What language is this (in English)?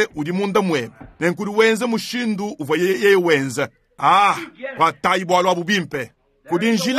Luba-Lulua